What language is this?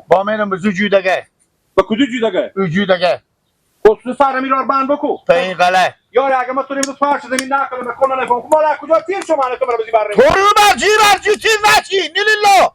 Persian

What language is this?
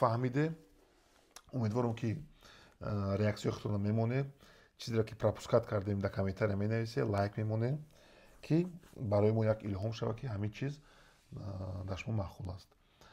Tajik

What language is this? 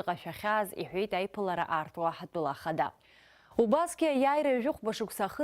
Abkhazian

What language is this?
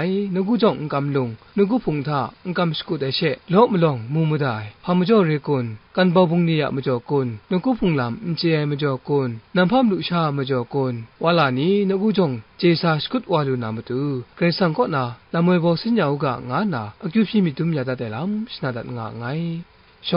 Kachin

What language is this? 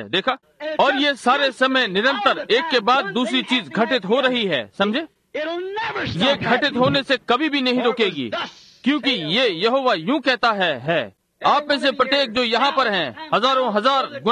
Hindi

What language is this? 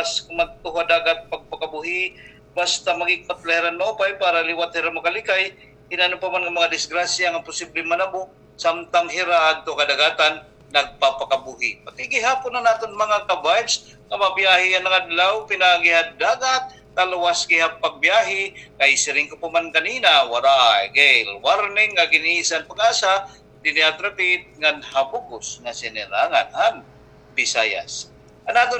Waray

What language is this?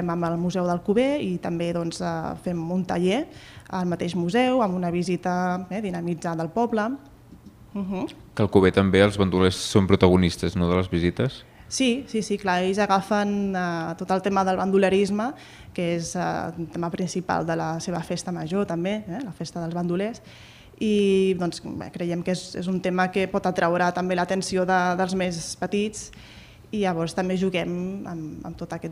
Catalan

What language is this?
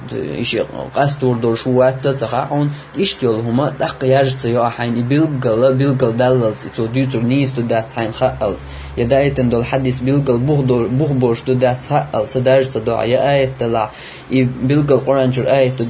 Chechen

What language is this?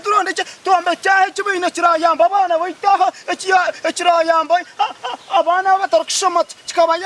Nyankole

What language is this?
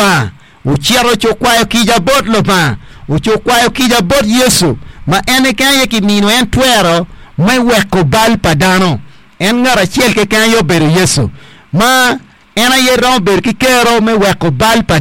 Acoli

